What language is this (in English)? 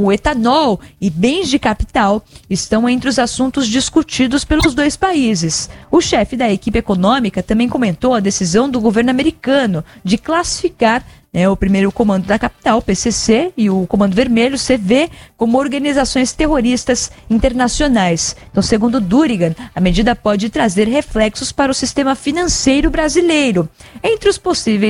Portuguese